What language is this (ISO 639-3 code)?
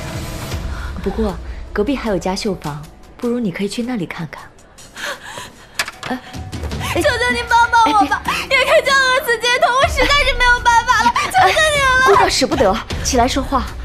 zho